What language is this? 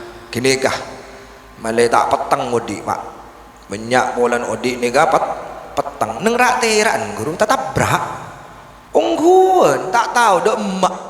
Madurese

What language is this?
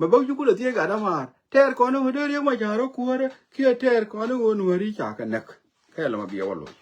Nuer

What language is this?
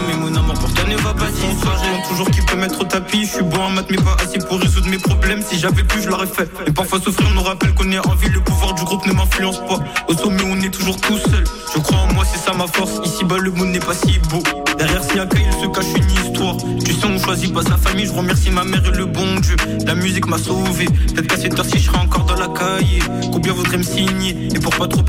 French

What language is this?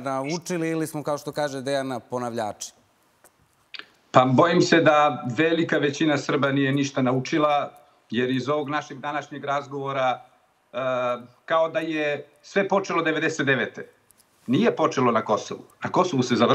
Serbian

